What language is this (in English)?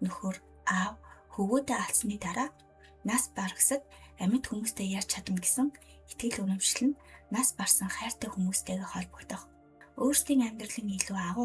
Mongolian